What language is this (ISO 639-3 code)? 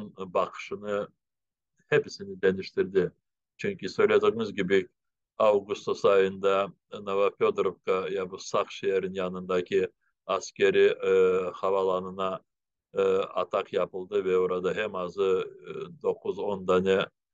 crh